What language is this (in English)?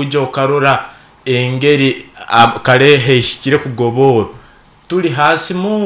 Nyoro